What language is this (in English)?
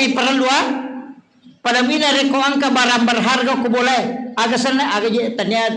Buginese